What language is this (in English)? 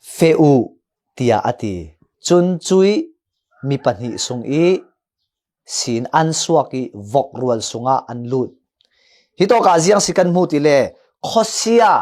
Falam Chin